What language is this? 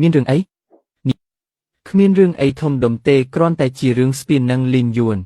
Khmer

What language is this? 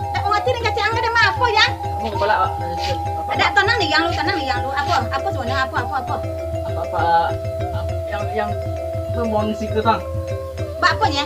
Minangkabau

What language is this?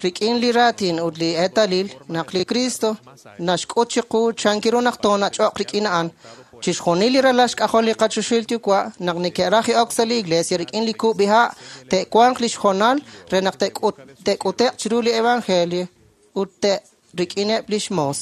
Kekchí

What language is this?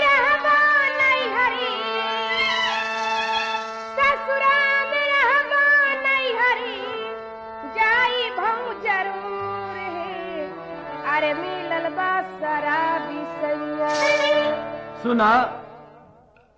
Bhojpuri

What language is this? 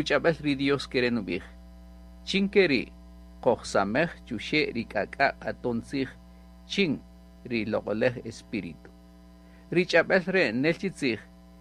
Kaqchikel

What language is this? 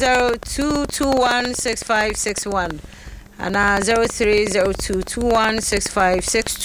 Akan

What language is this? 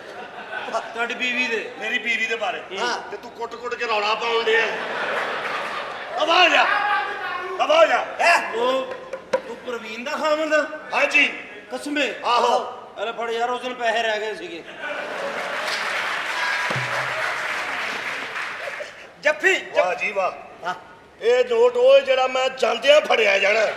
Punjabi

